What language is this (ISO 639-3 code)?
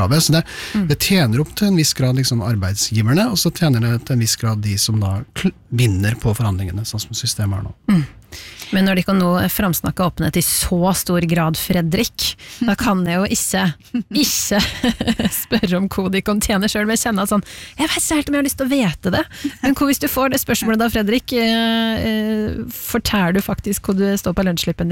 nor